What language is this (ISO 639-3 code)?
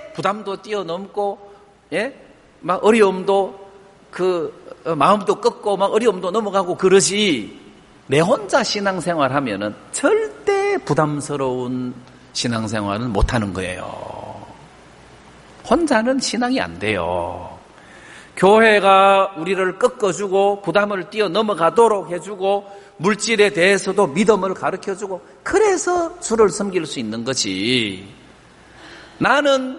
kor